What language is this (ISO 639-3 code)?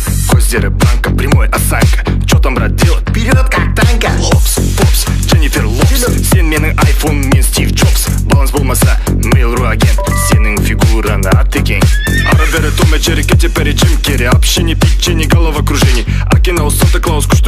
kaz